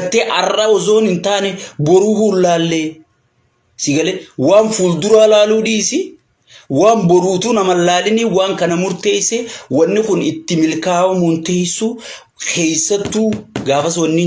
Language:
Oromo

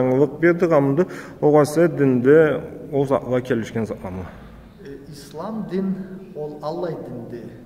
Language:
Karachay-Balkar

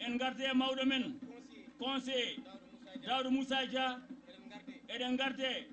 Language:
Fula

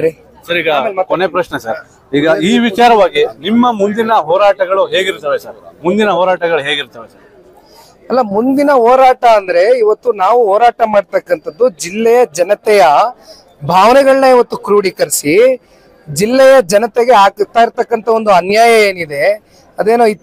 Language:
Kannada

